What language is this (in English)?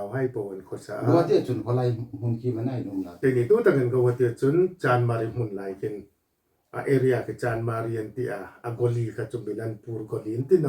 Hmar